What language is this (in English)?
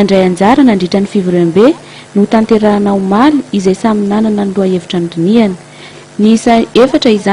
Malagasy